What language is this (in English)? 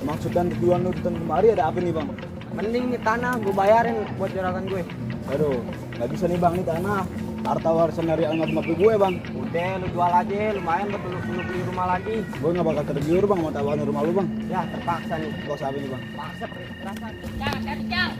Betawi